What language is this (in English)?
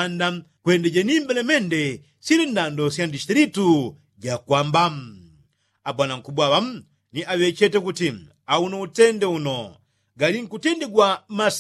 Yao